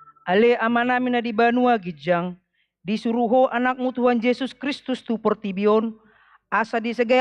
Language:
Batak Toba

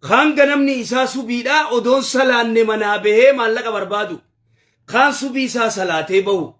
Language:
Oromo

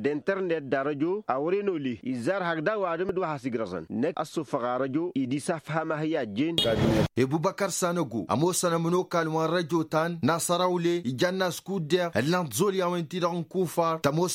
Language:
Tamasheq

